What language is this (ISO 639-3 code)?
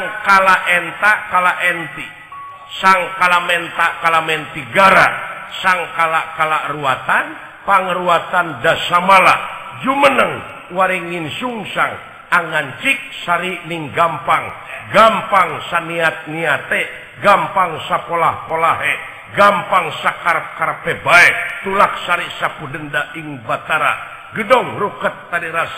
sun